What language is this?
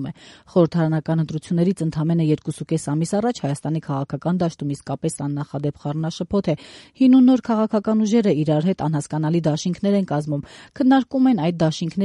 Armenian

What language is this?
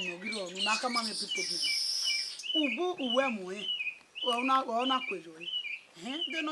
Bini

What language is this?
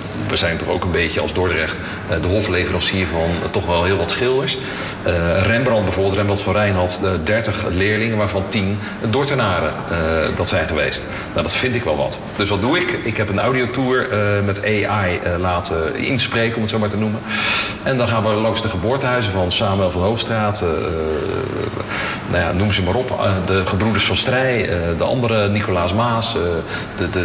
Dutch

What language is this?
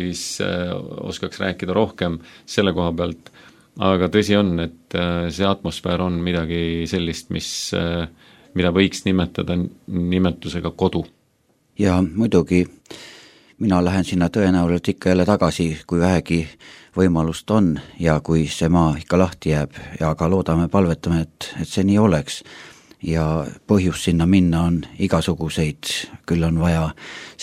Estonian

